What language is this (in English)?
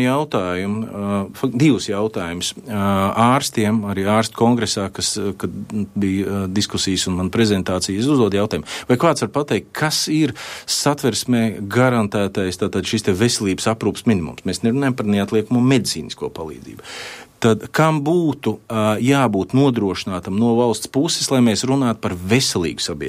Latvian